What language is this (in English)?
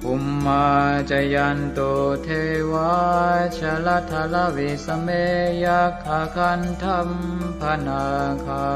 Pali